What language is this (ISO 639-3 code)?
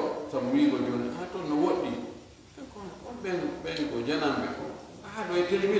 ful